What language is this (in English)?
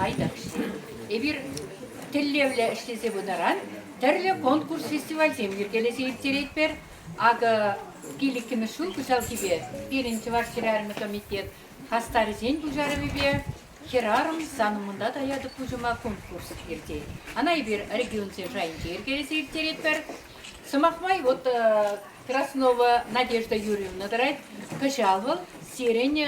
Chuvash